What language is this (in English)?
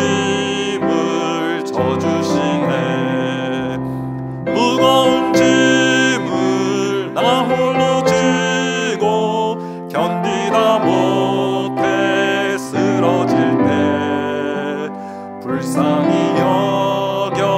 Korean